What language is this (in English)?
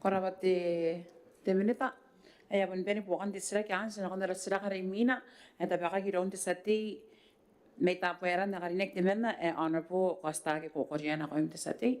Gilbertese